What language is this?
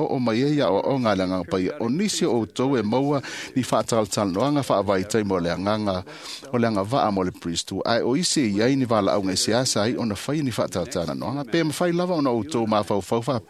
Samoan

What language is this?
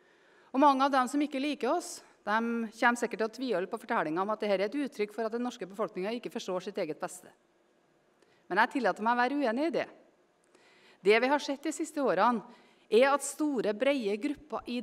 Norwegian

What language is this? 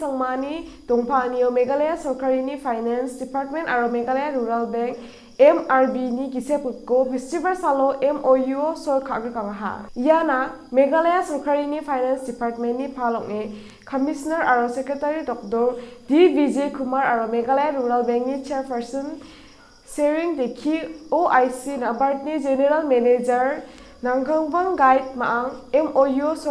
Garo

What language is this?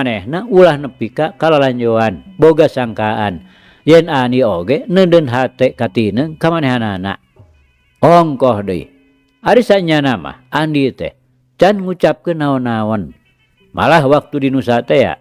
Sundanese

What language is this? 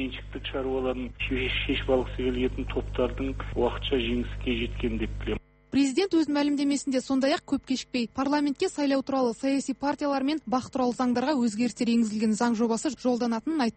Kazakh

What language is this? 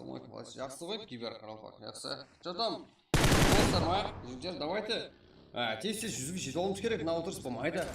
Kara-Kalpak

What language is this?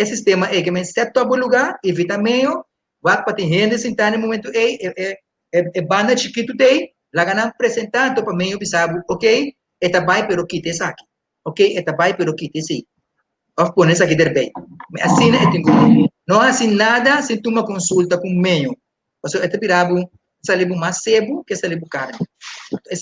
Papiamento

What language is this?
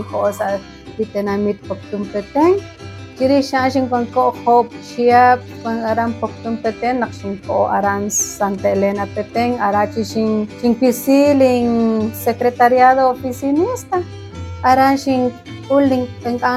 Kekchí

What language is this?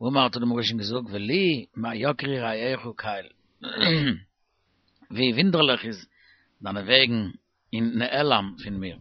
Yiddish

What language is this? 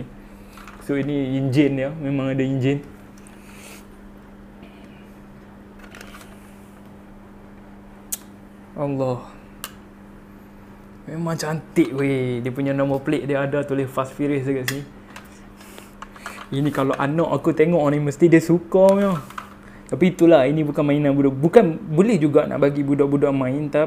Malay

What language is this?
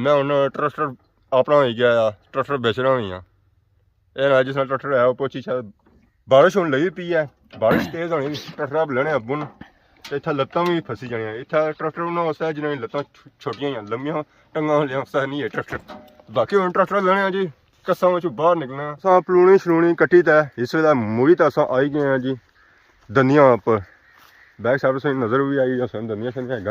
Pahari-Potwari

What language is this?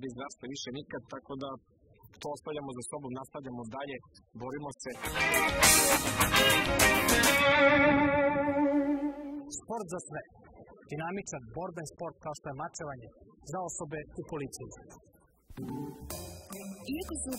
Serbian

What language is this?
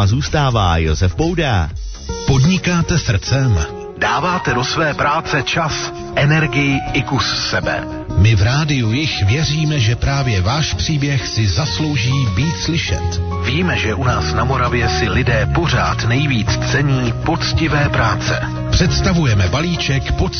Czech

